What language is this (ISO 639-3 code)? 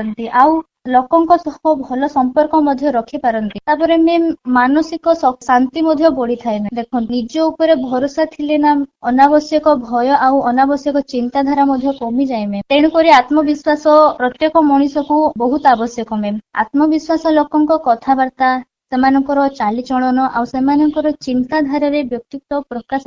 ori